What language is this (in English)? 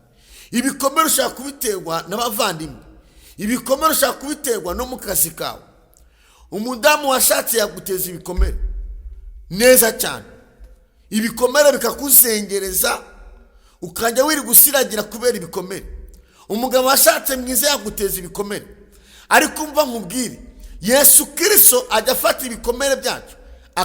Kinyarwanda